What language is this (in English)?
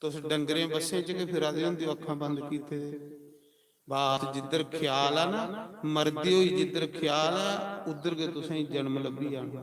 Dogri